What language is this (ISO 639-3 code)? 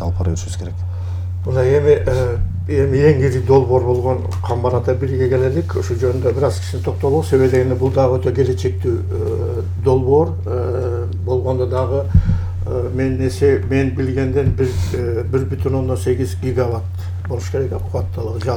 kir